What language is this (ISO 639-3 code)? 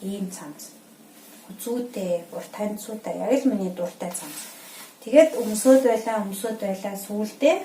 mon